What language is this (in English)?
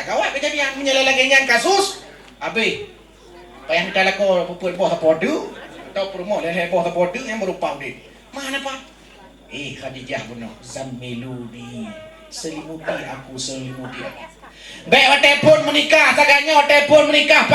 Achinese